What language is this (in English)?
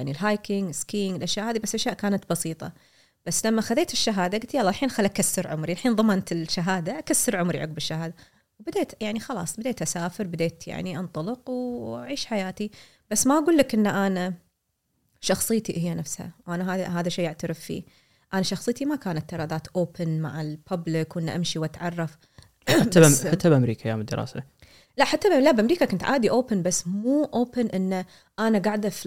Gulf Arabic